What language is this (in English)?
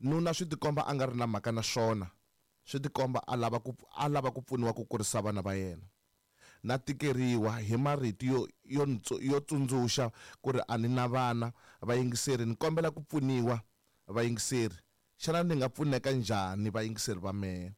Tsonga